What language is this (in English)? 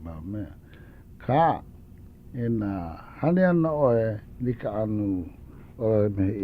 Hawaiian